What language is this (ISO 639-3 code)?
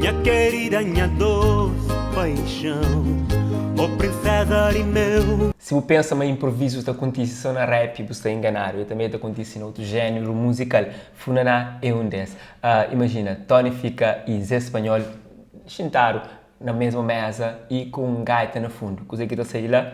kea